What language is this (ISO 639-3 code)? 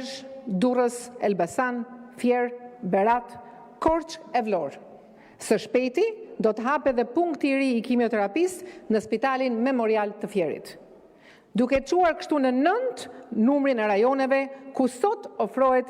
sqi